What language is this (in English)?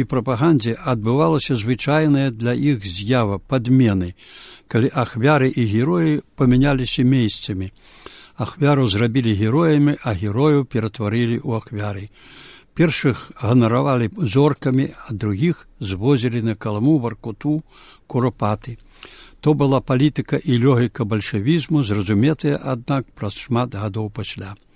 Belarusian